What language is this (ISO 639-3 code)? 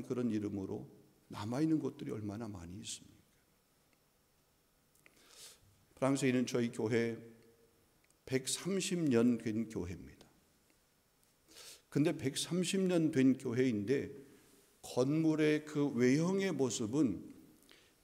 kor